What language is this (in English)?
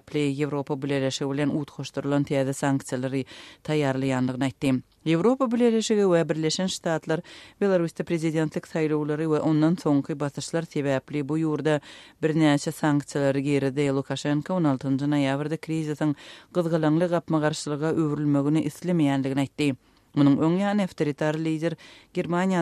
Turkmen